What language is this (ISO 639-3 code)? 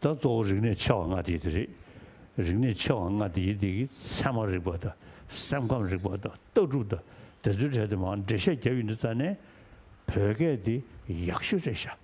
bod